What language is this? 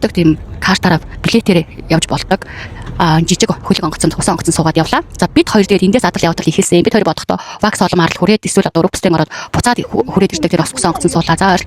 Mongolian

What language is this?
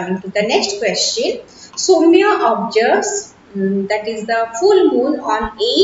English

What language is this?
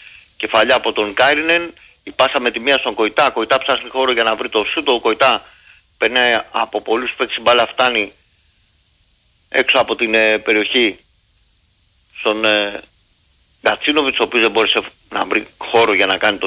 Greek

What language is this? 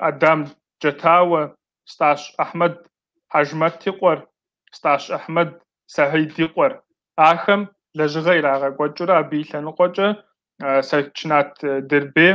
Kabardian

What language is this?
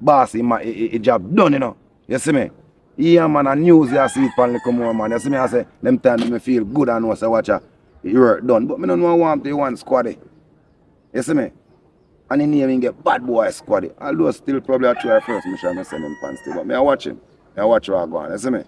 Jamaican Creole English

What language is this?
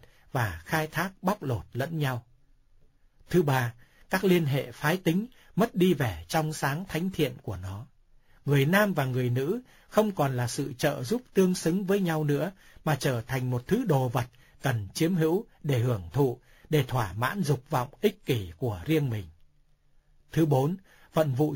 Vietnamese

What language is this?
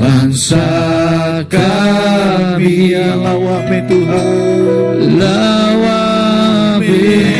Iban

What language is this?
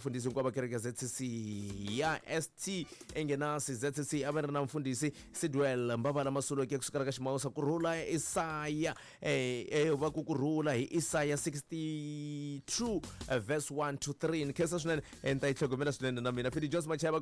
Tsonga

